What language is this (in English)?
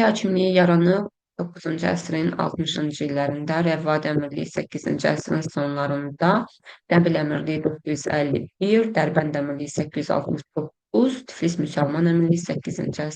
Azerbaijani